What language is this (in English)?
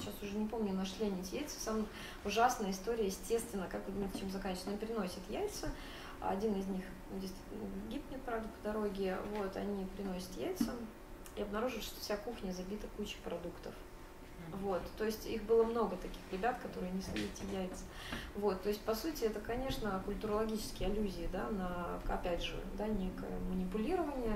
Russian